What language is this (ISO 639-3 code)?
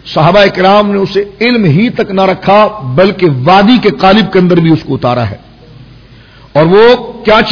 urd